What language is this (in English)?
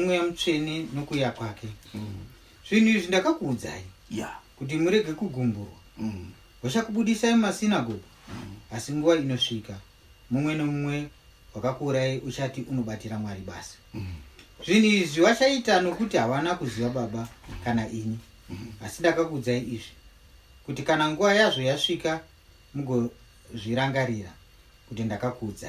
Shona